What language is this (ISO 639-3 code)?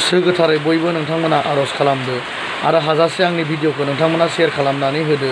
brx